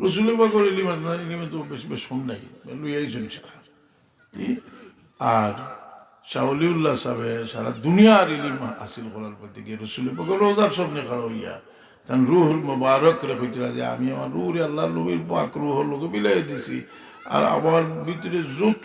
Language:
Sylheti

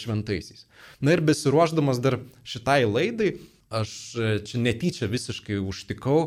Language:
Lithuanian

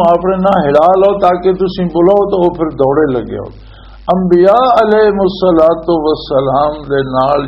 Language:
Western Panjabi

